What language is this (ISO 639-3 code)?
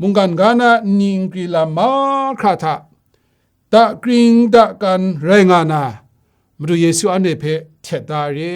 kac